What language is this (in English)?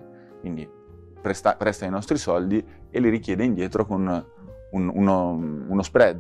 Italian